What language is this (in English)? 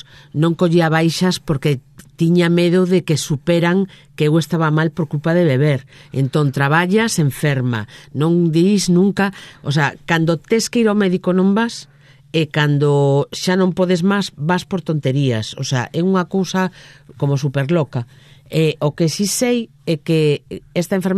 Galician